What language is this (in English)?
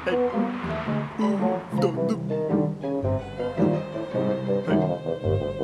Turkish